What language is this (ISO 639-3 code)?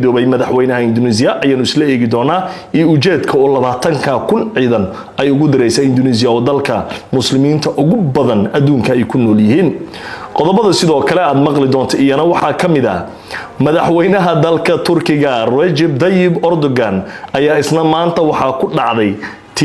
som